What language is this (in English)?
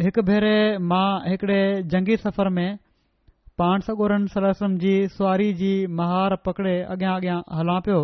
Sindhi